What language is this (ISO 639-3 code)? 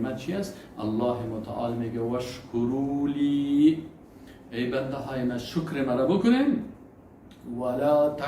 fas